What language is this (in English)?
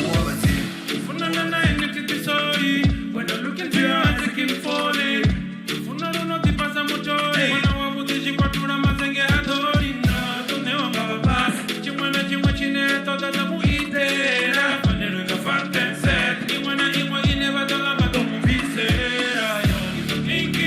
Venda